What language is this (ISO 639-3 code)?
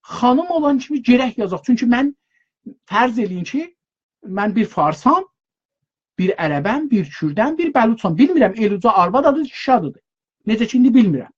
azb